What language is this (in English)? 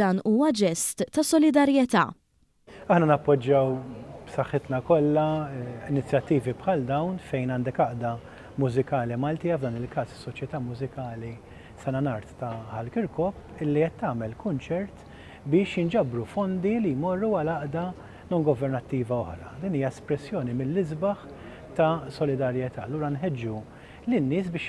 Maltese